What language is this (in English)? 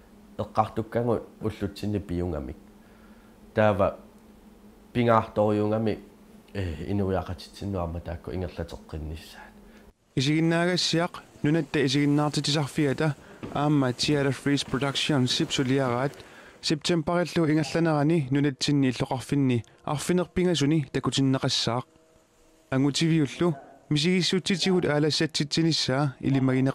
Kalaallisut